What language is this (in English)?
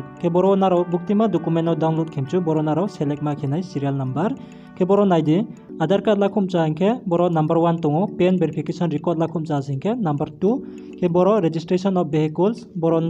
Riang (India)